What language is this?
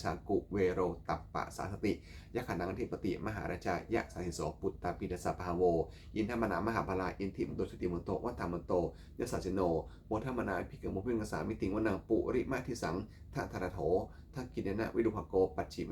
Pali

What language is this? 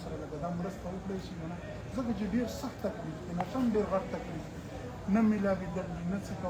Pashto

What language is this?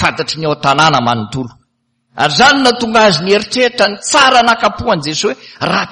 Malagasy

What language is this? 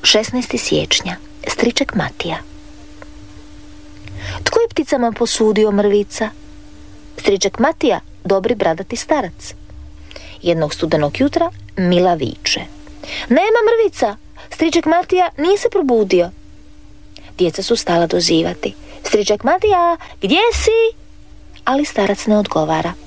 Croatian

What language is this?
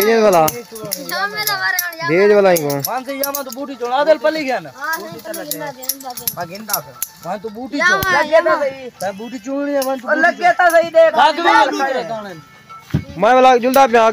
Saraiki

